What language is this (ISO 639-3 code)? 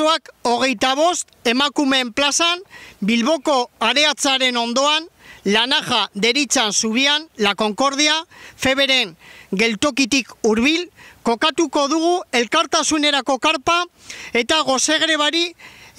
eus